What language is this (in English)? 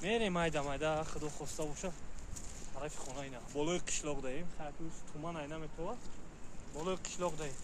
Tajik